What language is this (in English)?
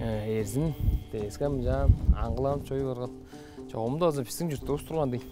Tuvinian